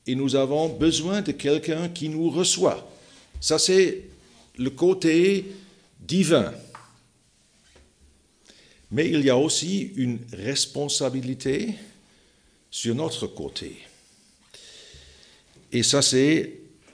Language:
French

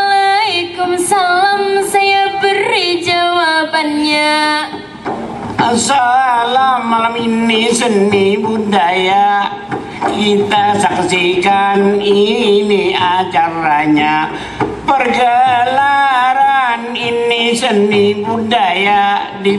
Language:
Banjar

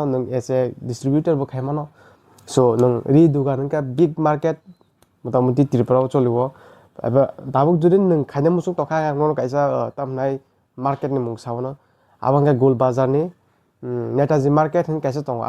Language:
Kok Borok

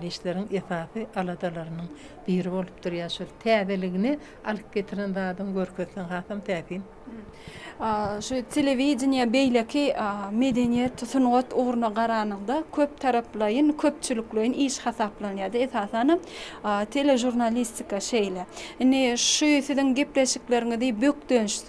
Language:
Turkmen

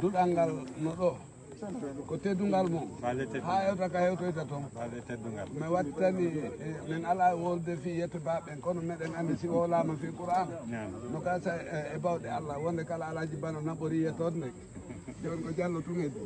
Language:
Fula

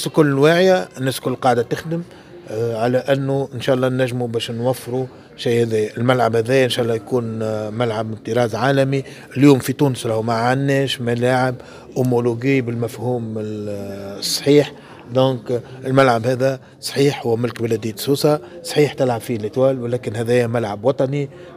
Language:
Tunisian Arabic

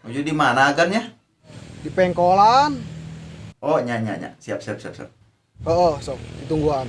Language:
Sundanese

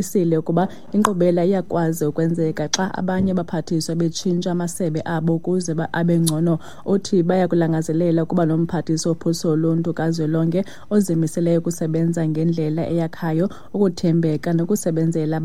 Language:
Xhosa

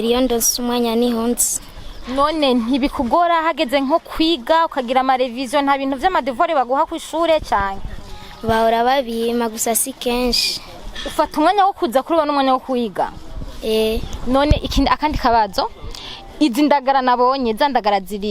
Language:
Rundi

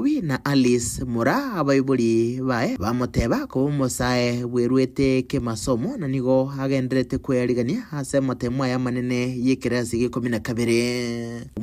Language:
Gusii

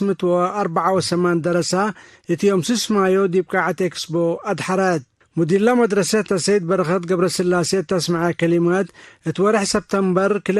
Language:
Tigre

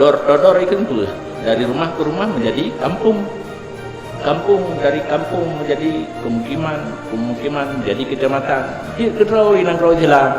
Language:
Achinese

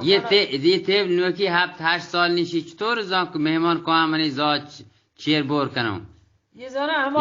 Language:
Eastern Balochi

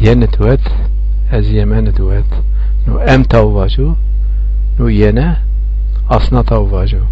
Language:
Zaza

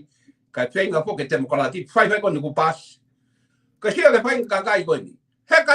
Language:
Tongan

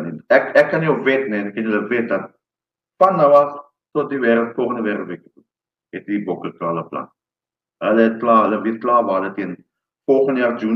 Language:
Afrikaans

